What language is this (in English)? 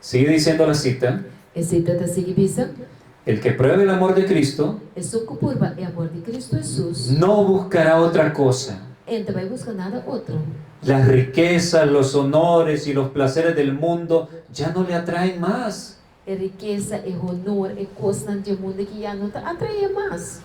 Papiamento